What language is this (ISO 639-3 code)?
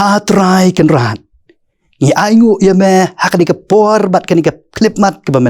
kha